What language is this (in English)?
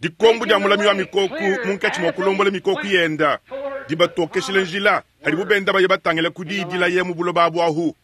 Luba-Lulua